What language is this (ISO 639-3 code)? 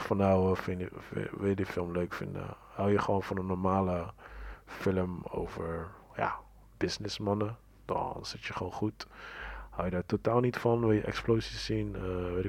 nld